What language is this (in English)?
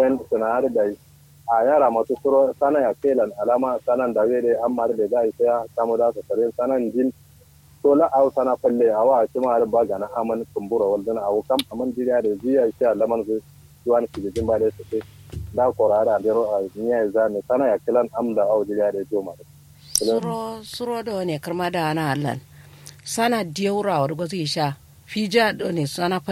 Kanuri